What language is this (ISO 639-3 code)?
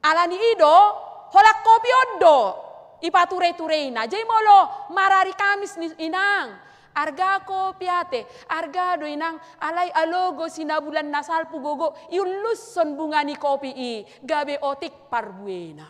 bbc